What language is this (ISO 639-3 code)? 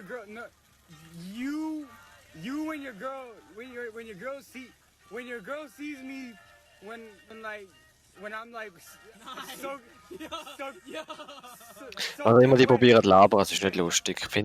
gsw